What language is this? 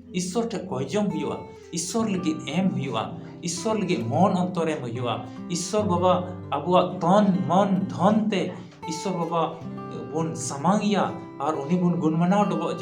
Santali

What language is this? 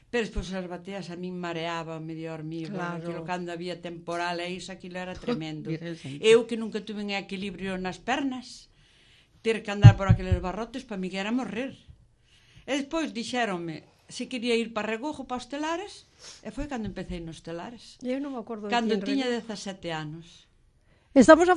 Galician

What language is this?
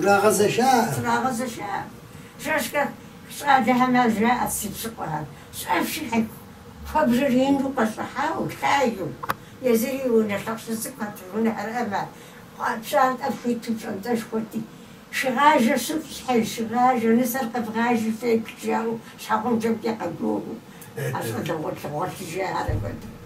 Kabardian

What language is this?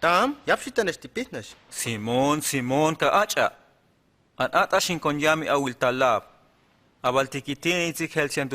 Huastec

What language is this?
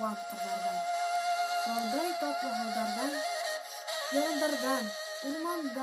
Bashkir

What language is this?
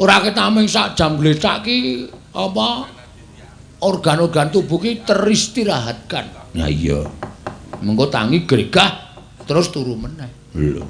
Javanese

